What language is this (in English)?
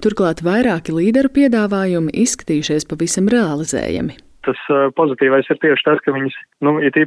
Latvian